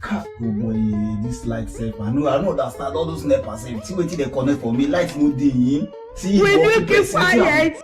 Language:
Nigerian Pidgin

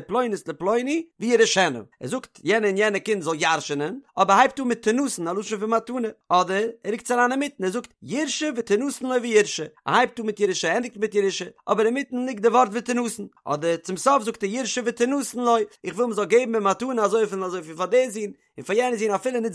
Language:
Yiddish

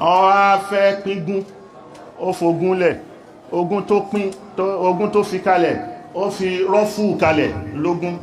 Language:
Yoruba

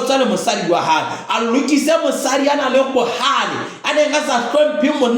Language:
Southern Sotho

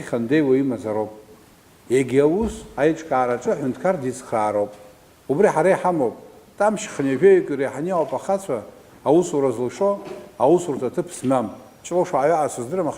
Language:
Abkhazian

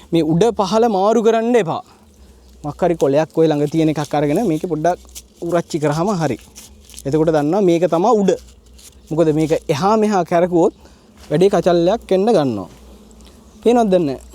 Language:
Sinhala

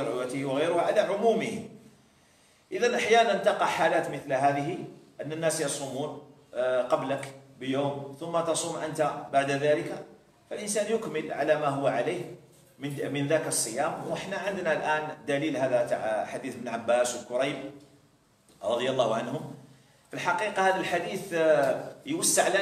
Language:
Algerian Arabic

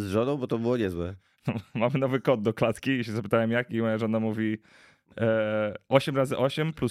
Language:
Polish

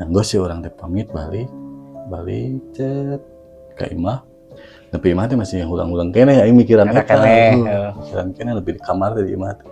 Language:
Sundanese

